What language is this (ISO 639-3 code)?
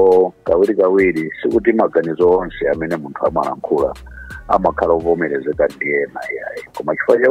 nya